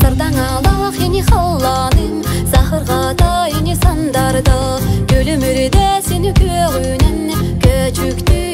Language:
Yakut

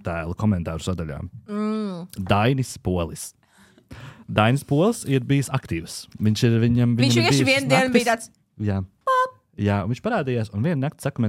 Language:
Latvian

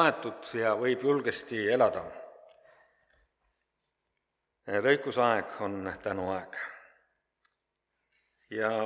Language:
Estonian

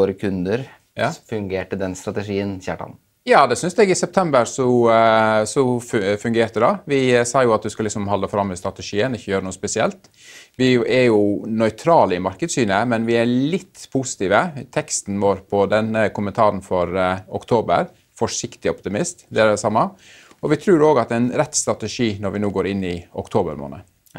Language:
Norwegian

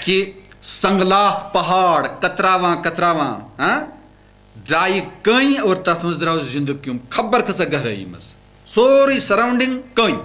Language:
Kashmiri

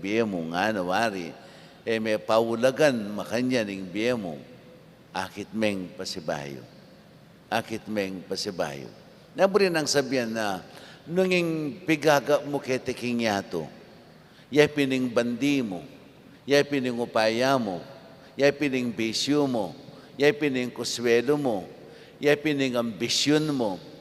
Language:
Pampanga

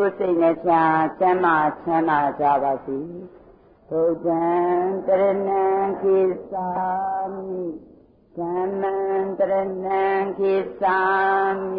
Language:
Burmese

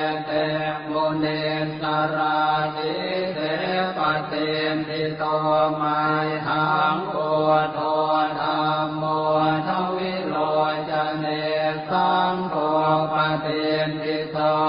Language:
Pali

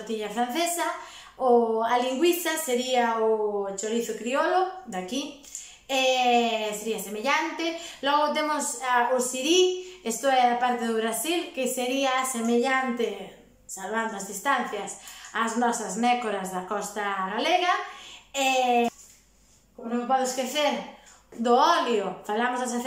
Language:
Galician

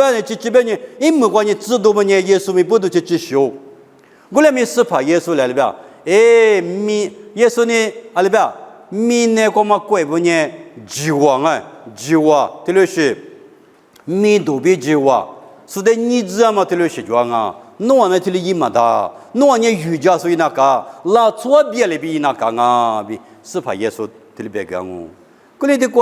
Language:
Lisu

